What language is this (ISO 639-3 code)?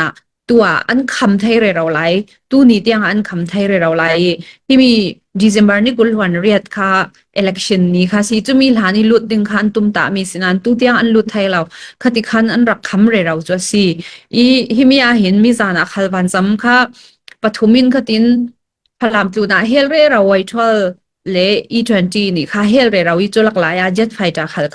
cfm